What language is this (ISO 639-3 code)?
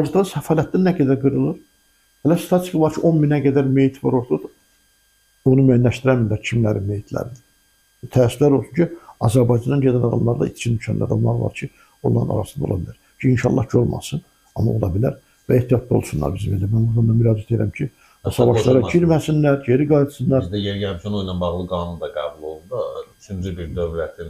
aze